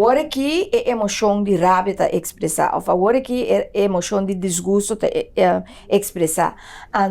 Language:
Papiamento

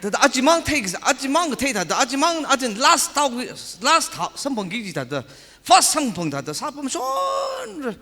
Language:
Tangkhul Naga (India)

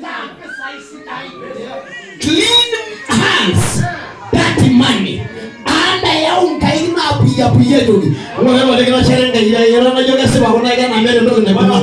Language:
Masai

